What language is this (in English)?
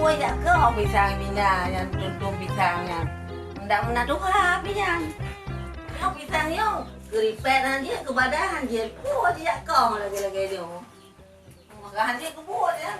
Achinese